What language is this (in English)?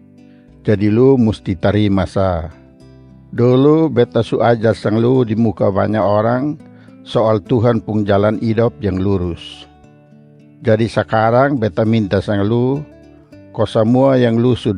Kupang Malay